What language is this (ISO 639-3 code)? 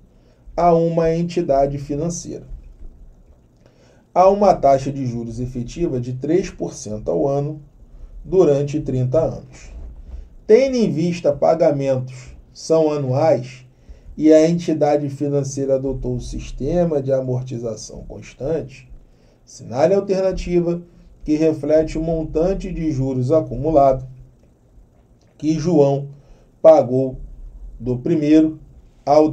por